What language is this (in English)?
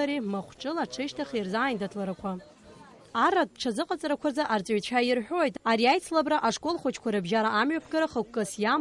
Abkhazian